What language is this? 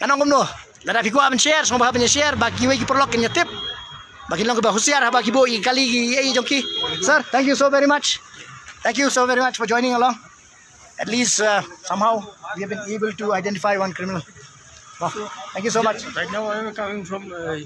Khasi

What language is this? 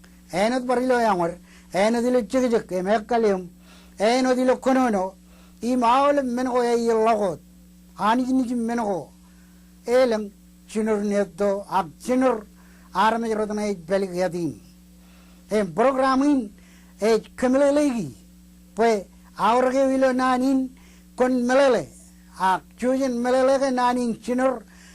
Marshallese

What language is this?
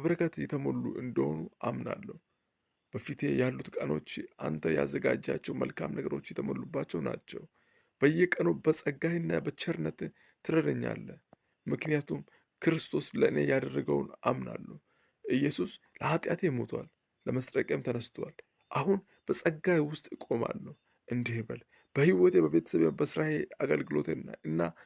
Amharic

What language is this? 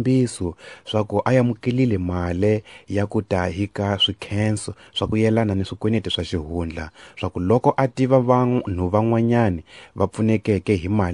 Tsonga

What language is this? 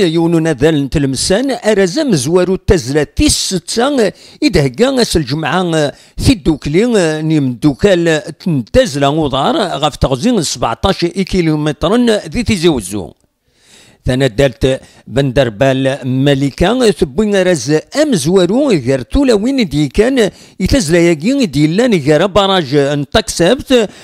Kabyle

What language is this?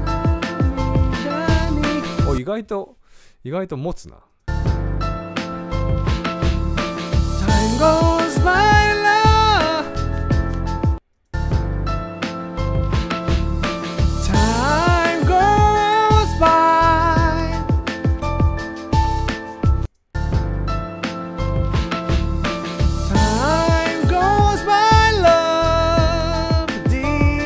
Japanese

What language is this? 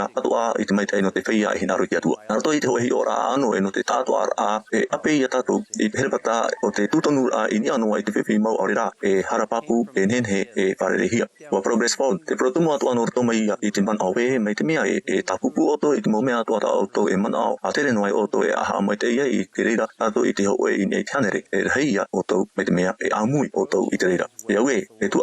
Tahitian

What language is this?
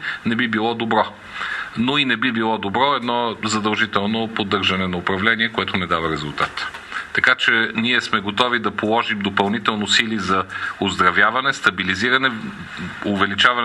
Bulgarian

